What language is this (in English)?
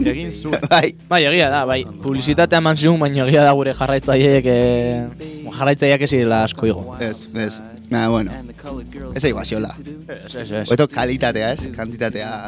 Basque